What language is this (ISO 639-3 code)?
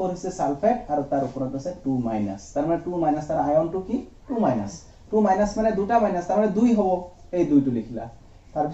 asm